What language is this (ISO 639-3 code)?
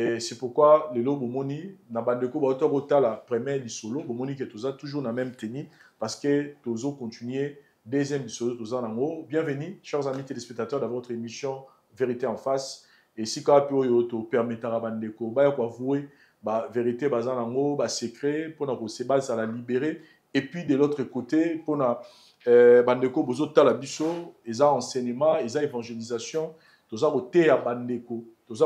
lin